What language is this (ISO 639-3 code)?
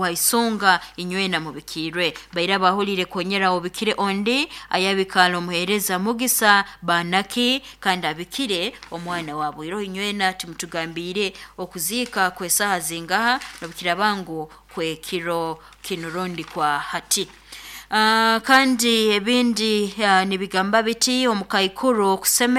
nyo